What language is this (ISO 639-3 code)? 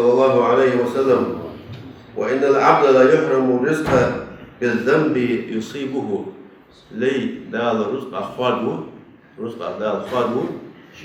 inh